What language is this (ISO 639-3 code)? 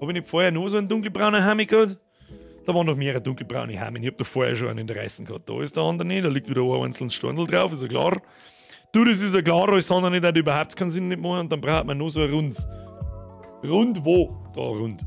bar